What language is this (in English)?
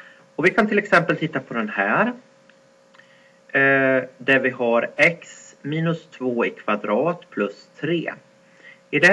Swedish